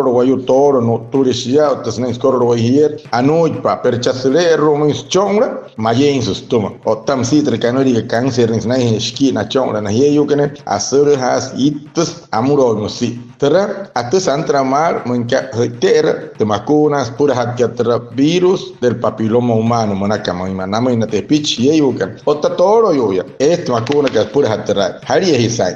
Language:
Wayuu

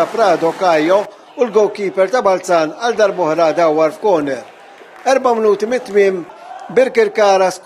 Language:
Maltese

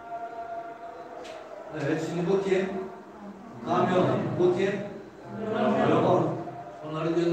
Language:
Turkish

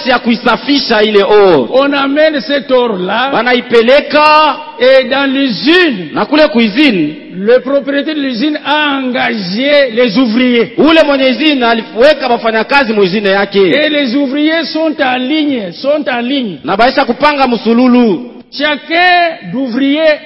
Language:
Swahili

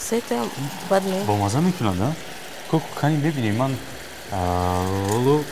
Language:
Tajik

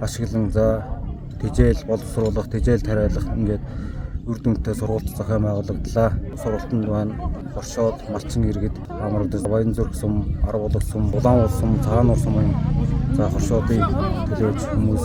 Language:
Mongolian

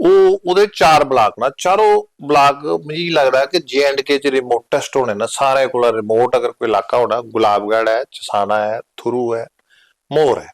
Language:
Dogri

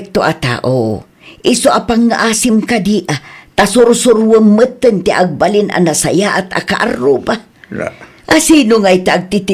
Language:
Iloko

